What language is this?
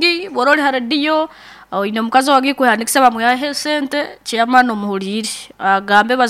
Nyoro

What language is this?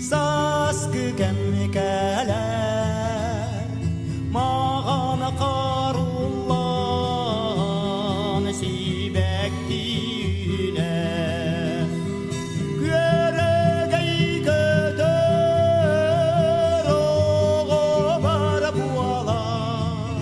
Yakut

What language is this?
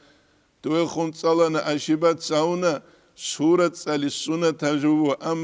Avaric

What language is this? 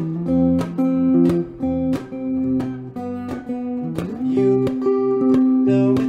English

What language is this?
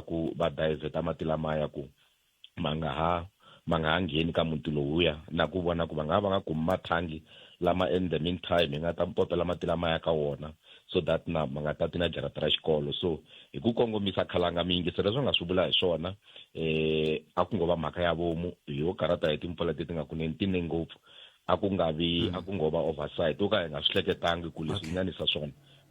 Tsonga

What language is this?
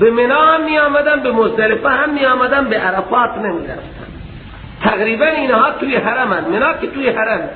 Persian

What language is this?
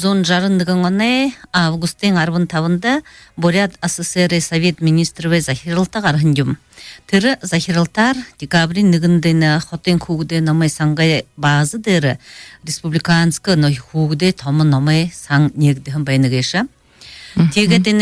Buriat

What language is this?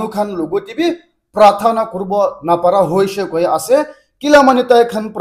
Naga Pidgin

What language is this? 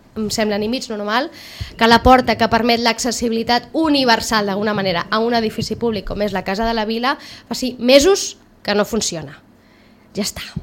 Catalan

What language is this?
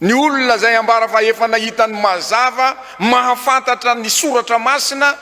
Malagasy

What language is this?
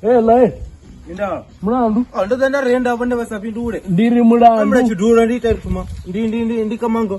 Venda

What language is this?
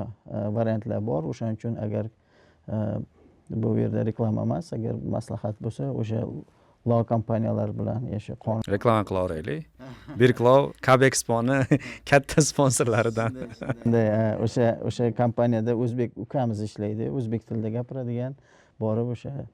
Uzbek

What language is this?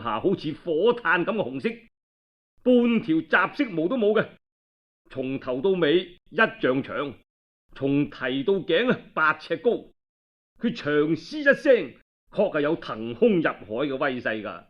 Cantonese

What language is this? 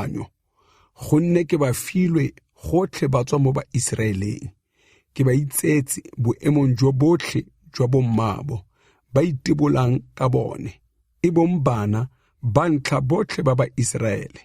Tswana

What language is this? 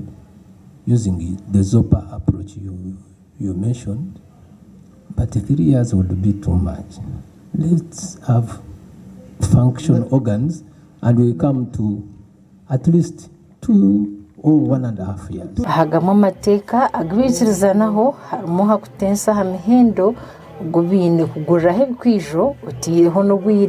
Nyankole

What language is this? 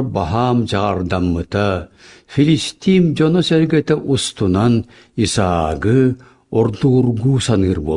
Yakut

